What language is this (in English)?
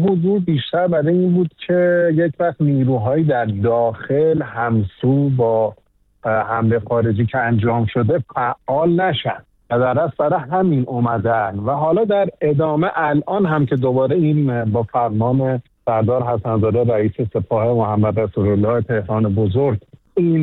Persian